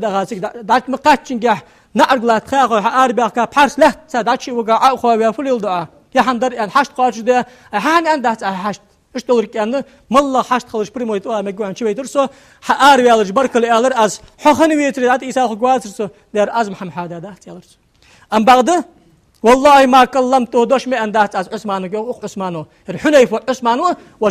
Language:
Ingush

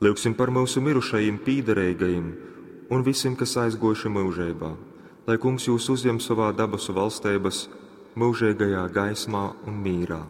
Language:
Latgalian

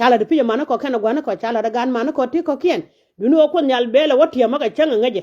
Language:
Nuer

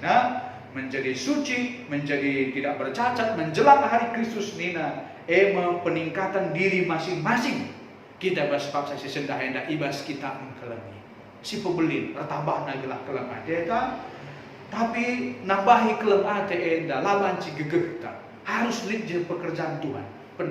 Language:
Batak Karo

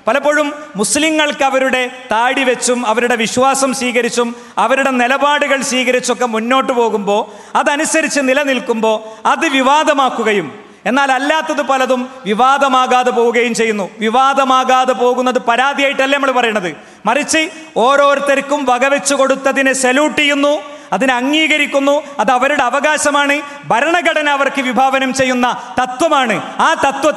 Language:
Malayalam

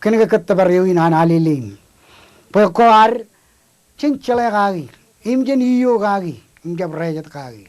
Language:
Marshallese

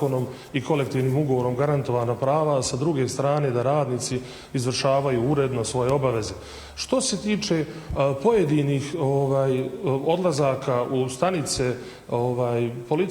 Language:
Bosnian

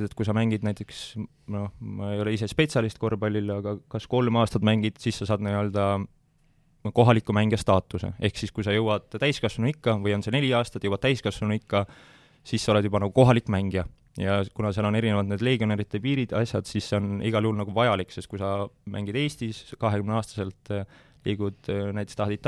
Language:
Estonian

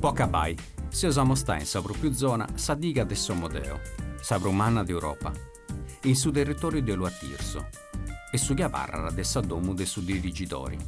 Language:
Sardinian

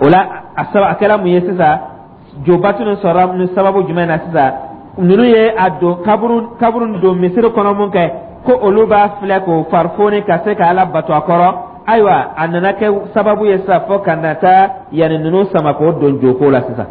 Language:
Dyula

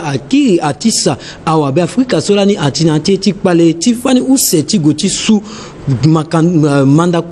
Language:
Sango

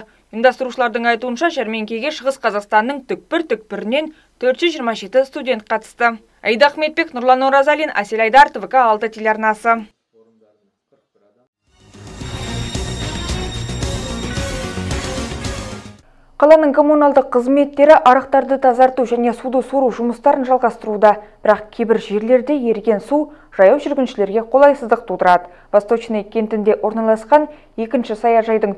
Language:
Kazakh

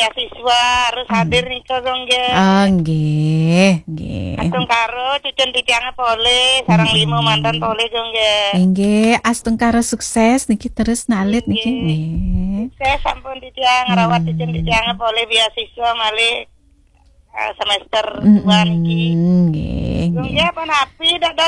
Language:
Balinese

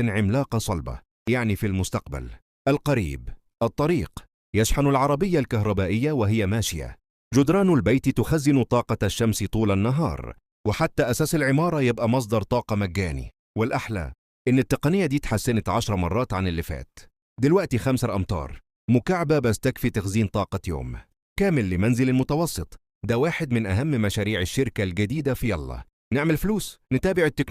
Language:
Egyptian Arabic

